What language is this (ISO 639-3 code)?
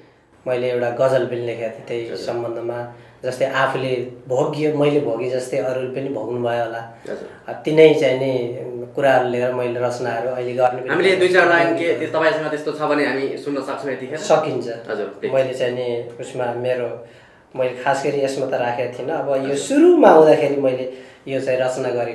nep